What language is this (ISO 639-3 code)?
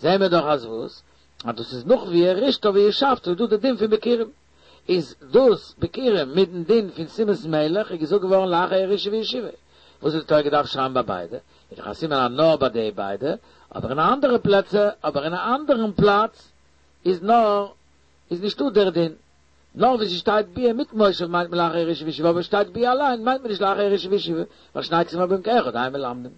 yid